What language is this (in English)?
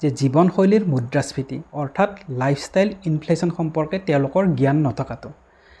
Assamese